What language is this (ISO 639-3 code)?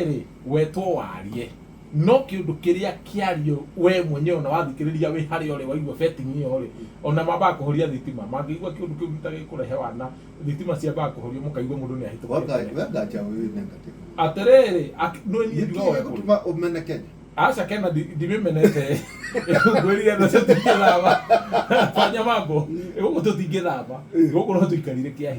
kik